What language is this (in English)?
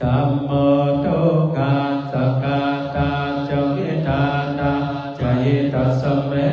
Pali